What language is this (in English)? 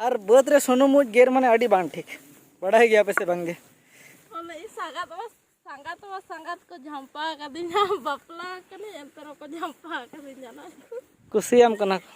Santali